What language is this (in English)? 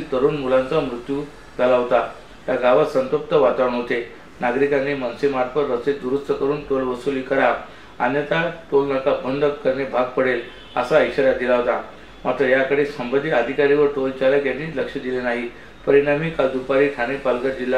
Marathi